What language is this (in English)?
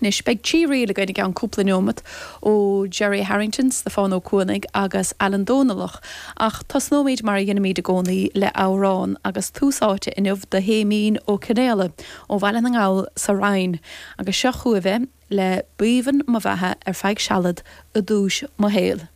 Irish